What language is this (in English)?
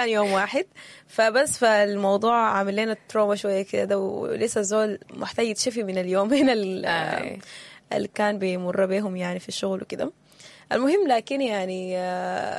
Sudanese Arabic